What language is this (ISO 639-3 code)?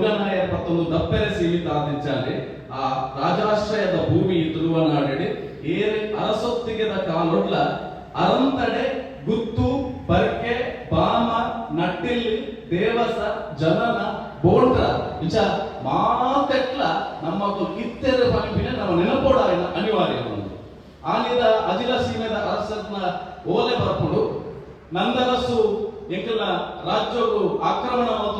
tcy